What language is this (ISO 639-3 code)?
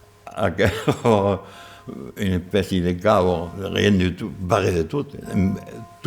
oci